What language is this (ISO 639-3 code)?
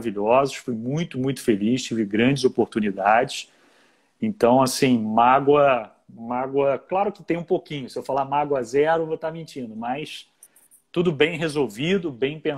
por